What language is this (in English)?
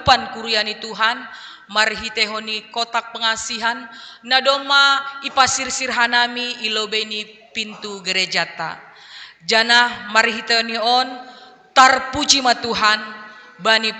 Batak Simalungun